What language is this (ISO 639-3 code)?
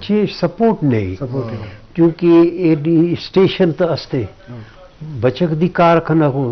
bgp